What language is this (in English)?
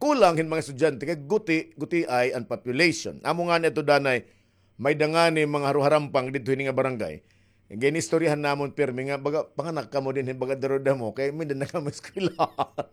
Waray